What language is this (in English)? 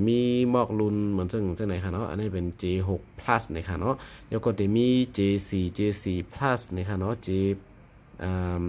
Shan